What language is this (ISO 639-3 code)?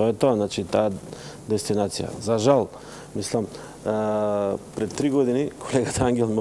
mkd